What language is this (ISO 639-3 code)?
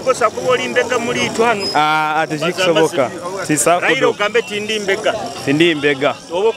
nyo